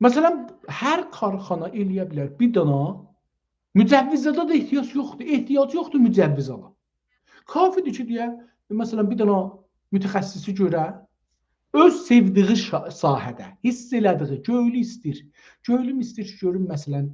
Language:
South Azerbaijani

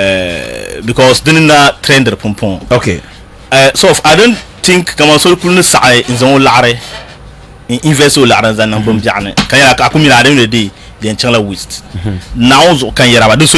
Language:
Dagbani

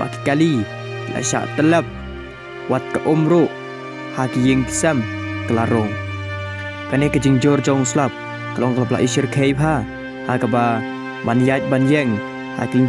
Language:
Khasi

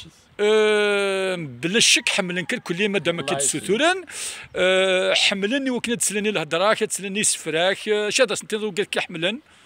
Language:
Kabyle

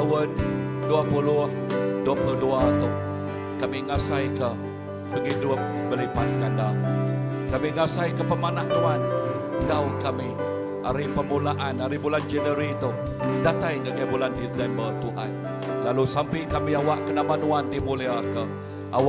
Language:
Iban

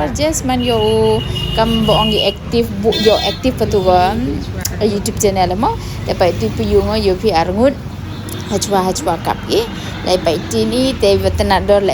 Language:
Pnar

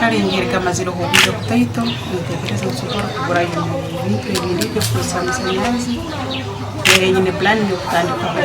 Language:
Nyankole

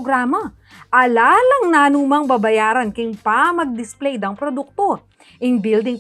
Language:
Pampanga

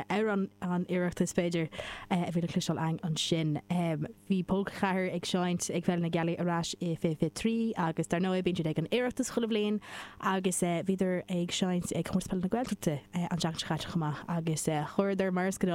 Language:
Irish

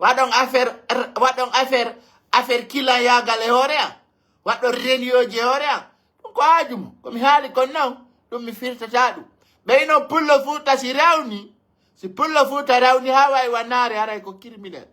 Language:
Pular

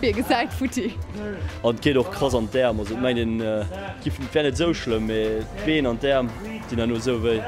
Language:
Luxembourgish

